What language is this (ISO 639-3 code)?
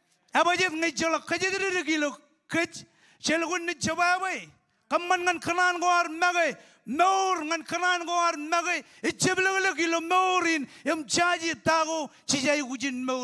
mah